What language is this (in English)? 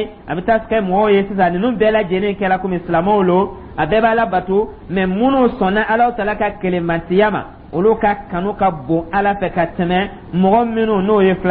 Dyula